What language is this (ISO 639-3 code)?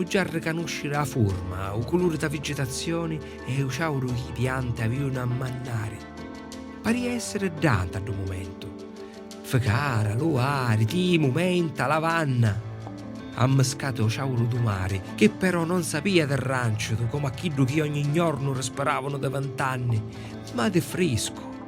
scn